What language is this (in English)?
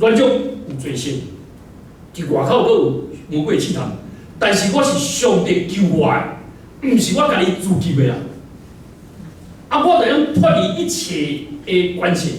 Min Nan Chinese